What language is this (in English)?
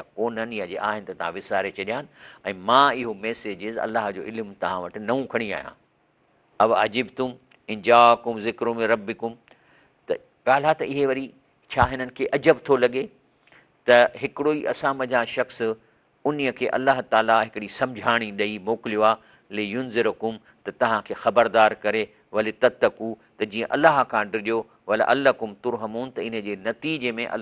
Sindhi